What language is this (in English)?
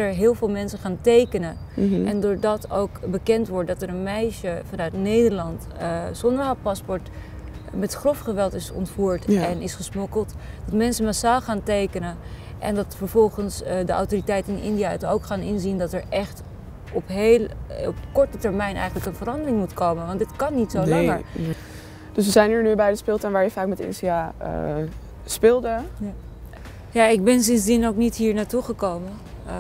Dutch